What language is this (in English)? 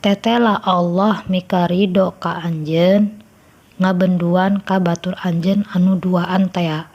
Sundanese